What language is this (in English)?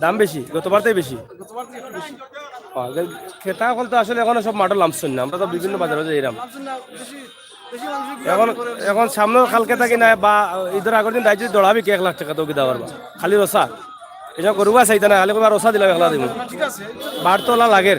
Sylheti